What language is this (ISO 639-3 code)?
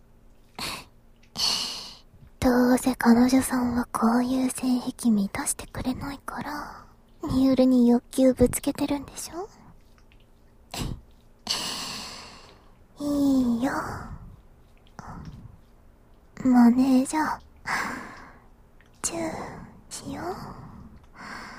jpn